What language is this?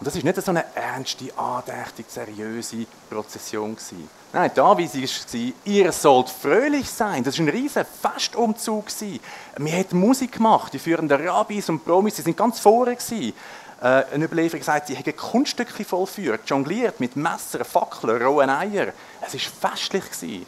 Swiss German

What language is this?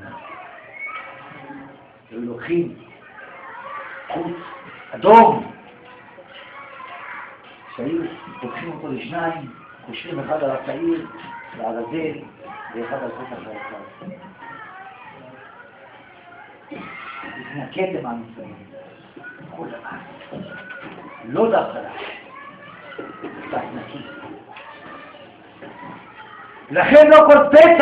Hebrew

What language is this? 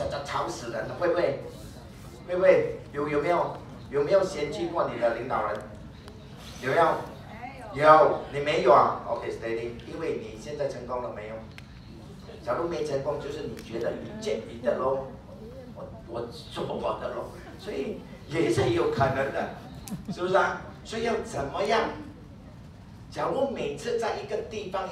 Chinese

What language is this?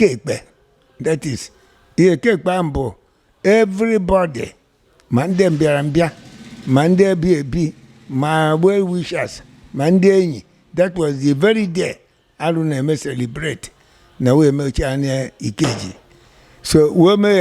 Igbo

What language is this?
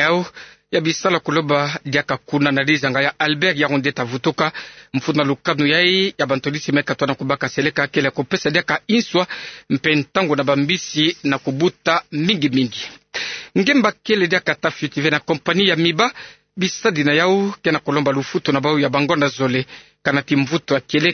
Kituba (Democratic Republic of Congo)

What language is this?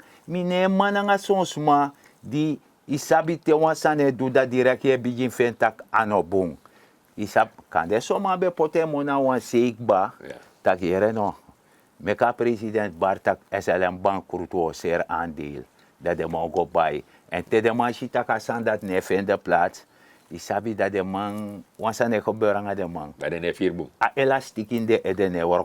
Sranan Tongo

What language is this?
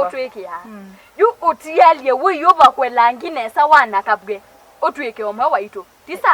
Kamba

